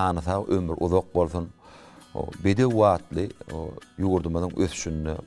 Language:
Turkmen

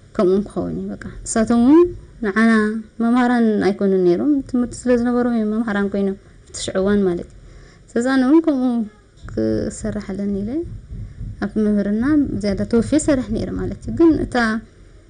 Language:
Tigrinya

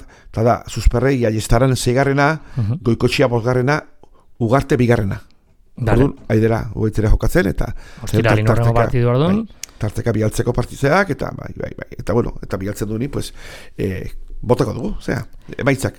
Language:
Basque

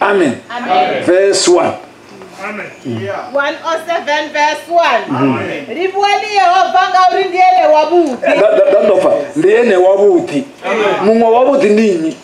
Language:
Venda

